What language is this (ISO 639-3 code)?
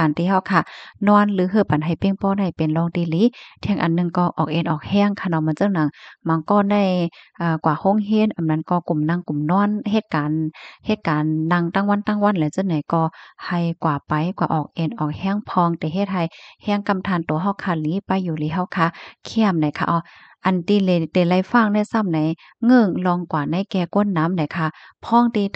shn